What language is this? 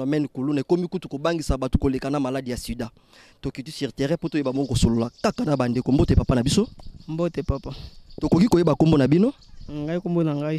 Lingala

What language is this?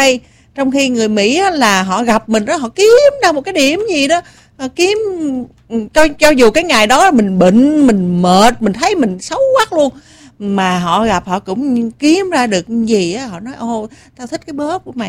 Vietnamese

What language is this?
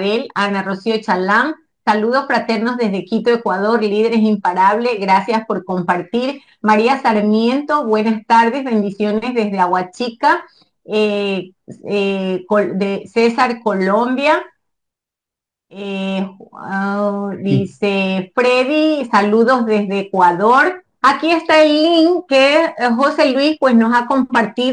Spanish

